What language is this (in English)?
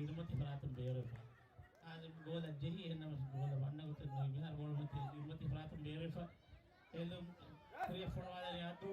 Divehi